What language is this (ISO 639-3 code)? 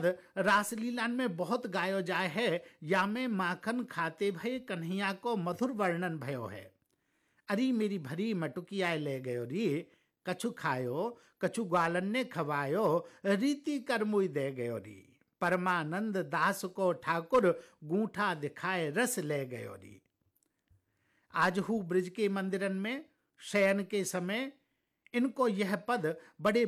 hin